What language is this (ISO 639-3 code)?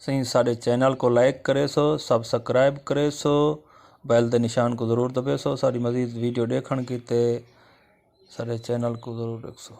skr